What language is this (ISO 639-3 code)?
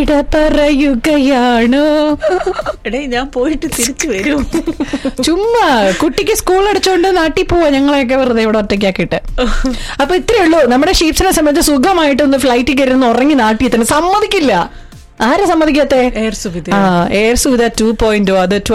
mal